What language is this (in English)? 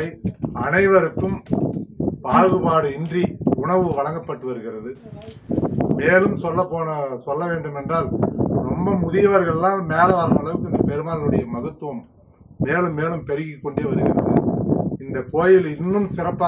Tamil